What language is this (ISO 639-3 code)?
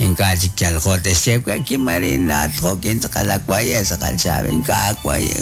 kek